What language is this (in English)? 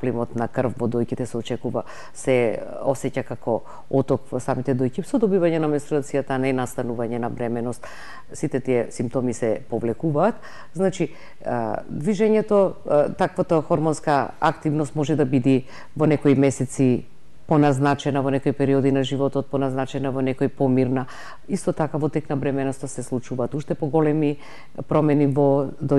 Macedonian